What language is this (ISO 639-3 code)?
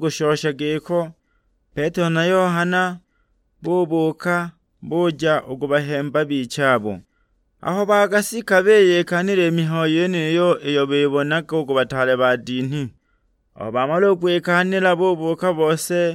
suk